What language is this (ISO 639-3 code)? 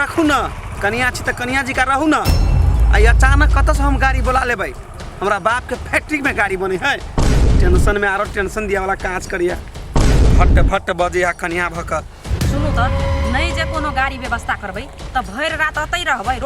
mai